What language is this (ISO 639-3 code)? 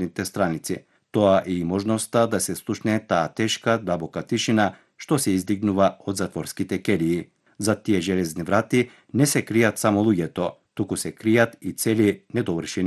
mkd